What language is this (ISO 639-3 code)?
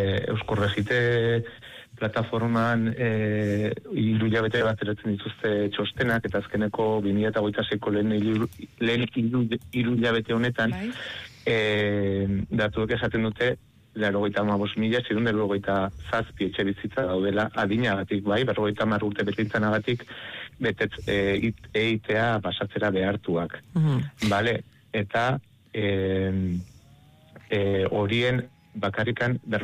eus